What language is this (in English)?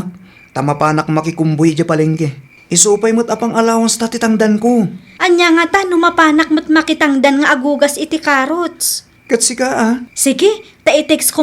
Iloko